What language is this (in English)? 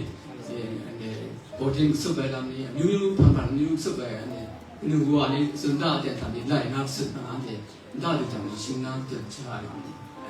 Kachin